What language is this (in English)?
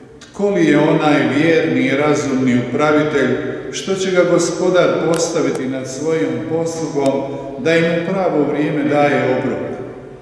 Croatian